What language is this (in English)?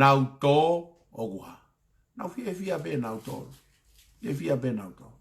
Tongan